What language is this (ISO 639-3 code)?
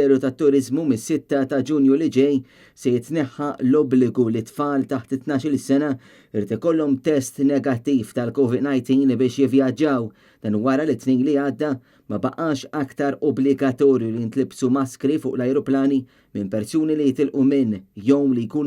mlt